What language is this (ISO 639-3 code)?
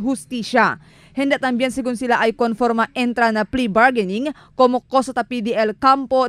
cbk